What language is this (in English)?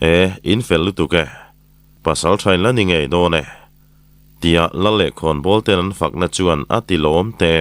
Mizo